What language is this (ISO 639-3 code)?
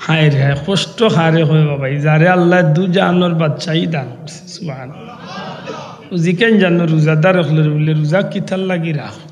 syl